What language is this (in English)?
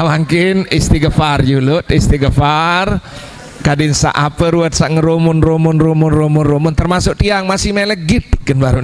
Sasak